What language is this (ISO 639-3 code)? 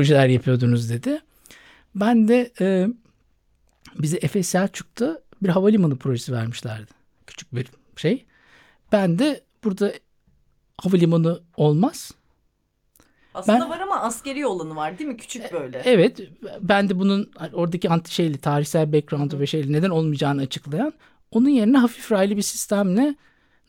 tur